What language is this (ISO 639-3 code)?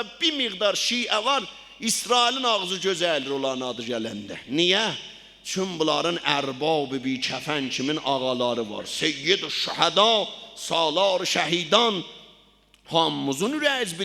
azb